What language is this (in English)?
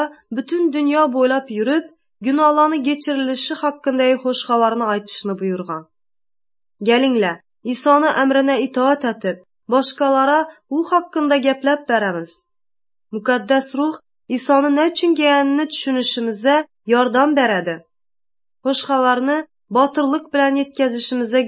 Tatar